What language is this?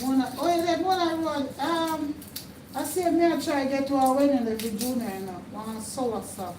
Jamaican Creole English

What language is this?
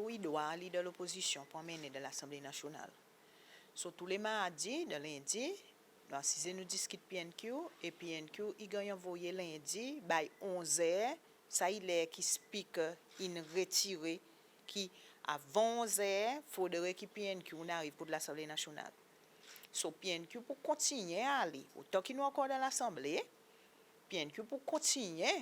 Seselwa Creole French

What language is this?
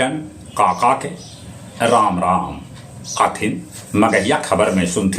Magahi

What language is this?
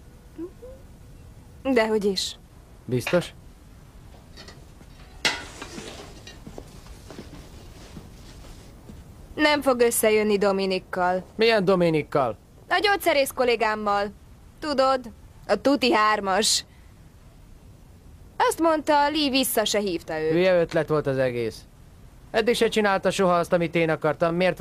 Hungarian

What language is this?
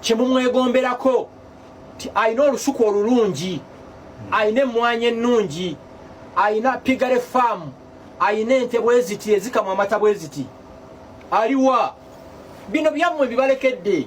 Ganda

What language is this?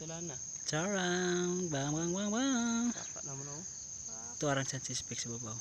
Cebuano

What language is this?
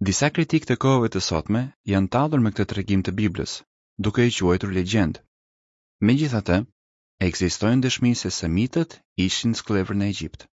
Albanian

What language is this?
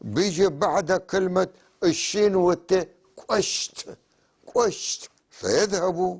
North Levantine Arabic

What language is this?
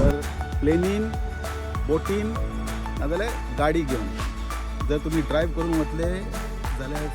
Konkani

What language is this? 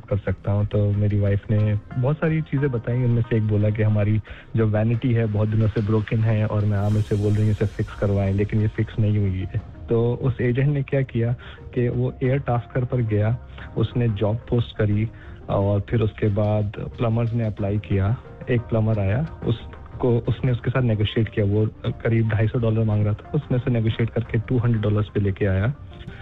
Hindi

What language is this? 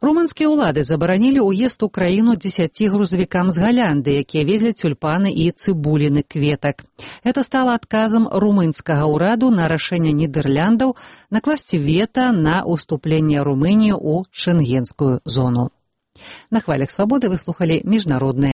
Belarusian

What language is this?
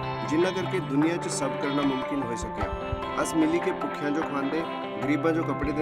Dogri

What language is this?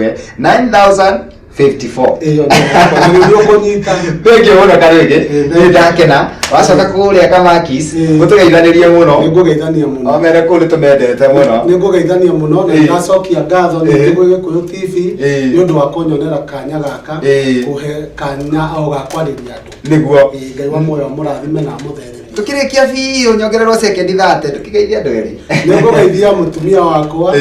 Kikuyu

